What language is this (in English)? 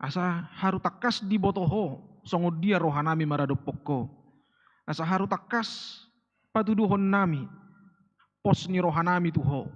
Batak Toba